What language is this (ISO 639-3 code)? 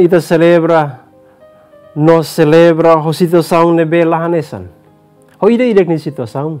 tet